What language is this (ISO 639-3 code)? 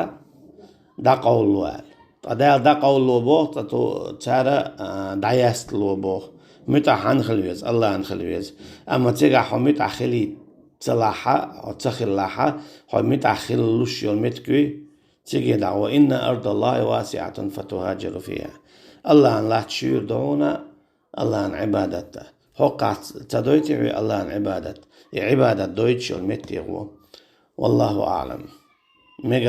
che